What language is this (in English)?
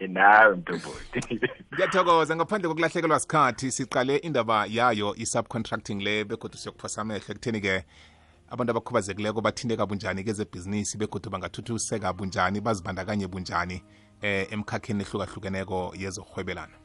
South Ndebele